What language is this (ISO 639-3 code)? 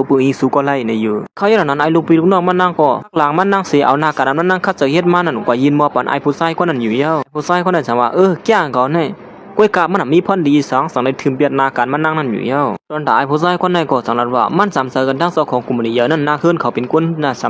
shn